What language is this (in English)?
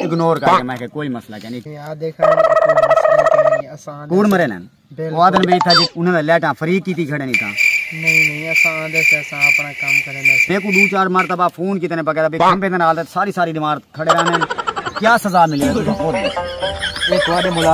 Saraiki